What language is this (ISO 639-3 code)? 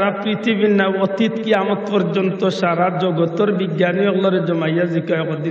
syl